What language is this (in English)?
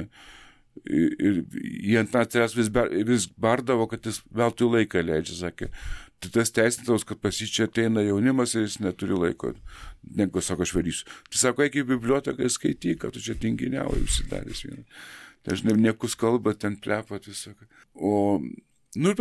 Lithuanian